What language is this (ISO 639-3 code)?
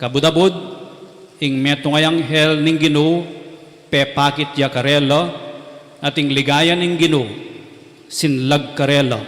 pam